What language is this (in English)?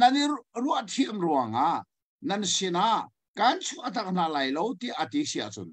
Hakha Chin